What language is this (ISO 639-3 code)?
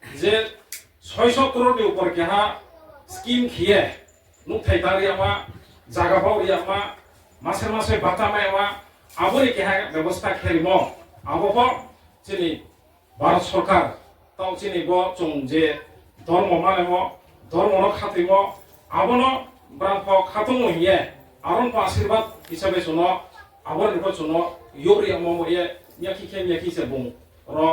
ria